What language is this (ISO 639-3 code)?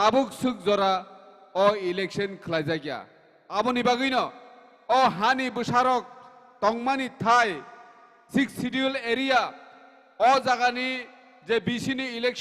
trp